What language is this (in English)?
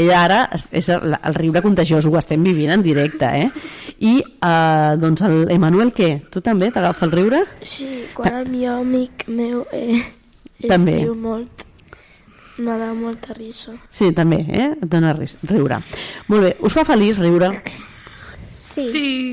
Catalan